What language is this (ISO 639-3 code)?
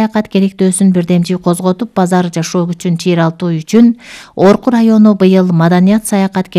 kir